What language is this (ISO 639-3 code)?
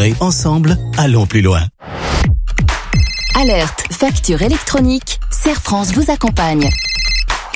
fra